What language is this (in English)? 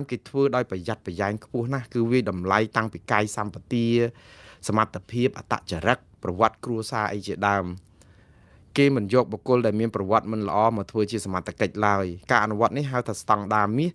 Khmer